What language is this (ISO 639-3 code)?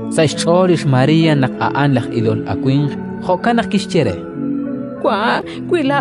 kek